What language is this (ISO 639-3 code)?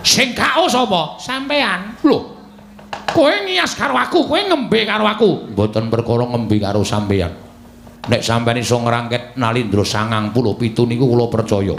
jav